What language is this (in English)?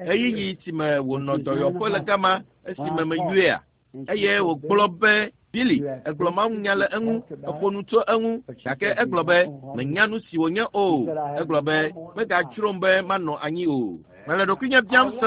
Ewe